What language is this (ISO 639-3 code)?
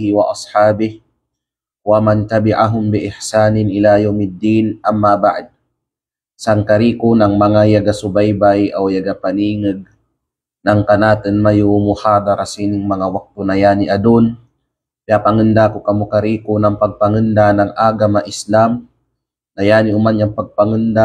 kqe